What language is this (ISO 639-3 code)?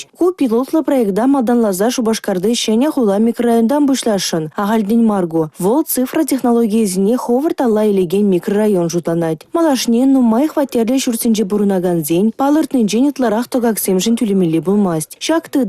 chv